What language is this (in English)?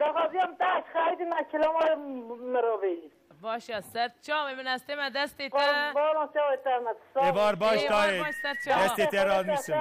Kurdish